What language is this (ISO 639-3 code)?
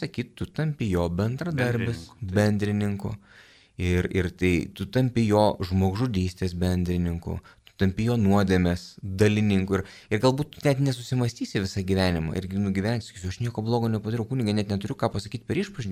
lit